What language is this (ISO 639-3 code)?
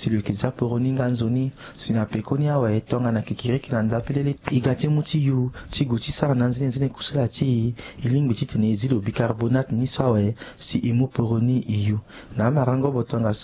sag